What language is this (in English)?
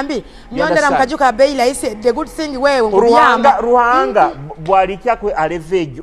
Tooro